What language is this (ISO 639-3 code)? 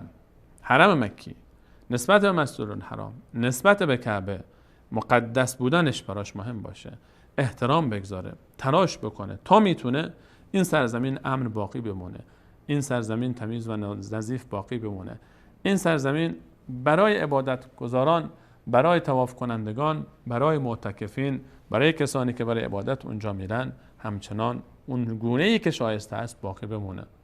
fas